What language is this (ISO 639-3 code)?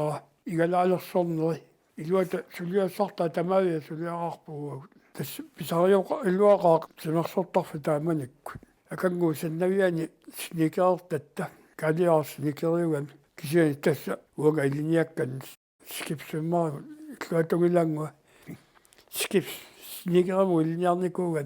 kal